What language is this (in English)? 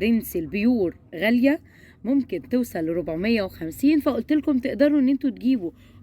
Egyptian Arabic